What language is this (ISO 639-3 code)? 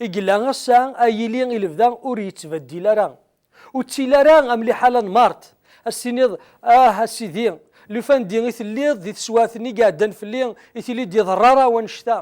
kab